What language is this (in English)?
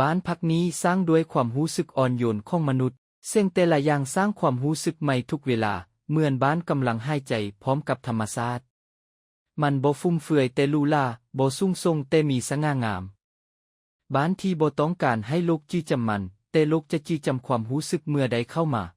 Lao